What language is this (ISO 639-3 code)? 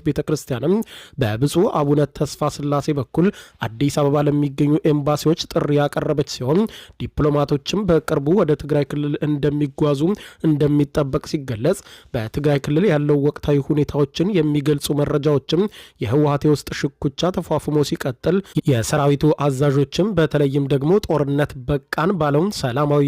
amh